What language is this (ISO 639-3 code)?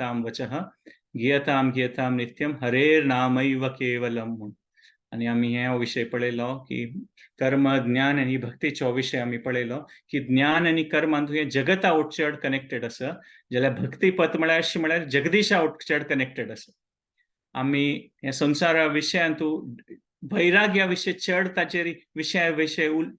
kok